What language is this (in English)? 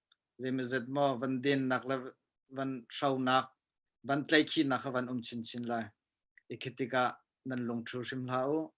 Hakha Chin